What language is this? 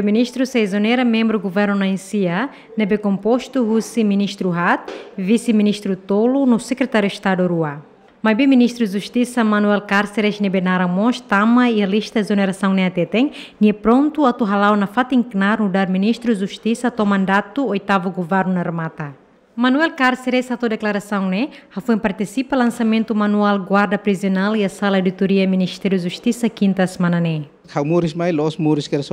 Tetum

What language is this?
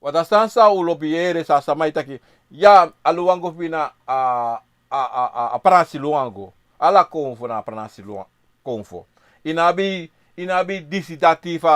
Sranan Tongo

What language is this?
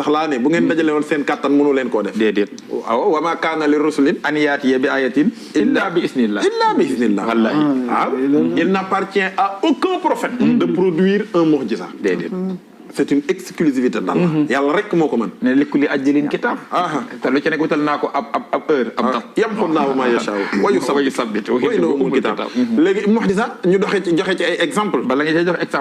Wolof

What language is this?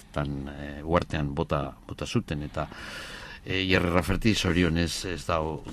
Basque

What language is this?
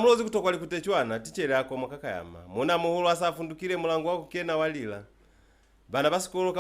Lozi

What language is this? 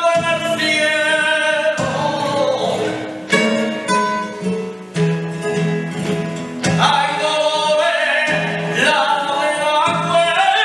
Spanish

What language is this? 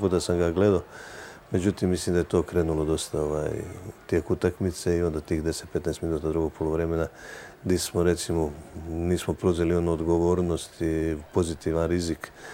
Croatian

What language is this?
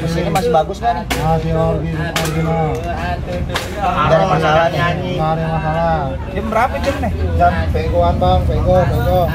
Betawi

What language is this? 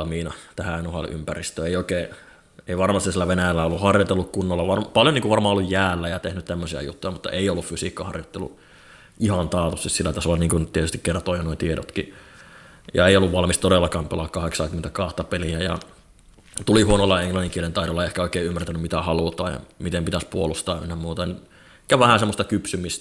Finnish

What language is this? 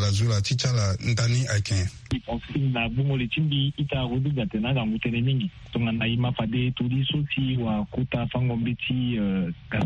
Sango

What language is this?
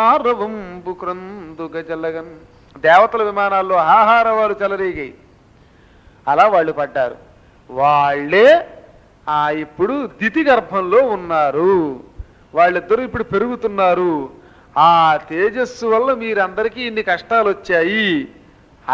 Telugu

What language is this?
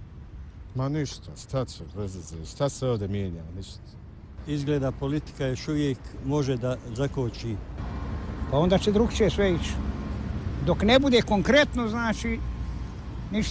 Bosnian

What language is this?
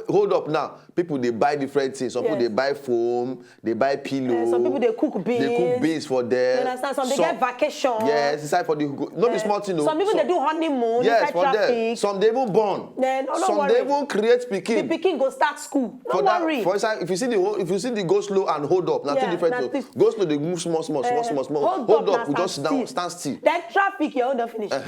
Nigerian Pidgin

